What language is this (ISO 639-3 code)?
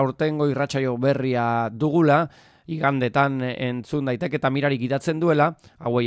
eus